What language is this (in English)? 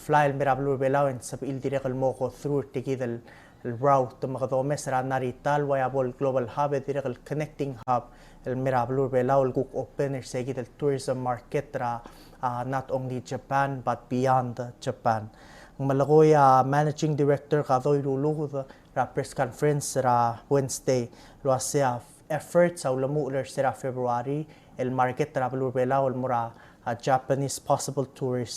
Palauan